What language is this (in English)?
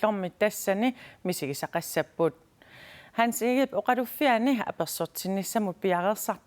Kalaallisut